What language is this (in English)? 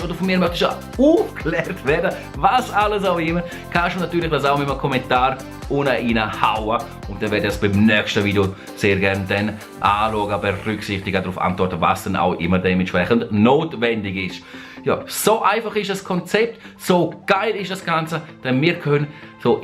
Swiss German